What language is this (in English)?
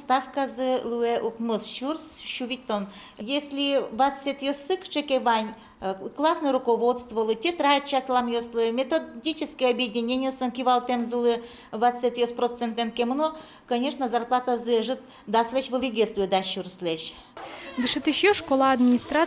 Udmurt